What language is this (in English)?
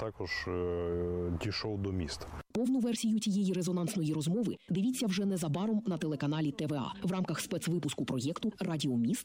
Ukrainian